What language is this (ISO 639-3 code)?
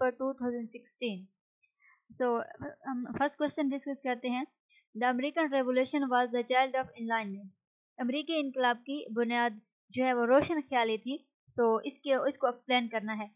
urd